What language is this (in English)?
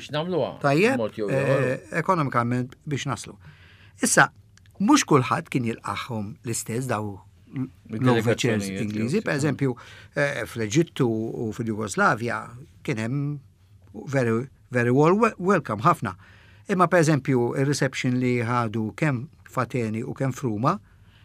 Maltese